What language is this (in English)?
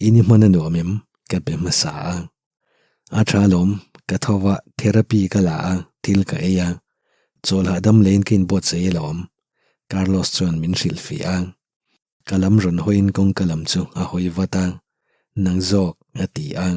Mizo